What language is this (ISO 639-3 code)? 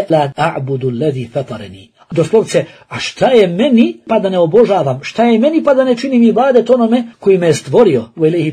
bos